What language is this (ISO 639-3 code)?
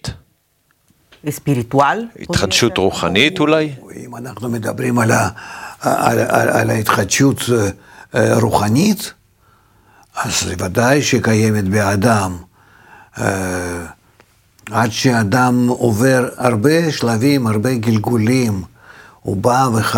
heb